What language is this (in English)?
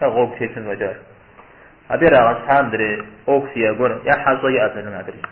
Kabardian